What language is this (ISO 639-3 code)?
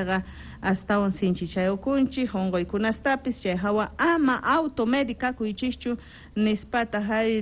quh